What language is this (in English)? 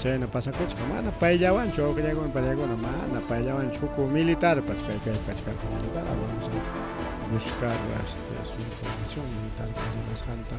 Ayacucho Quechua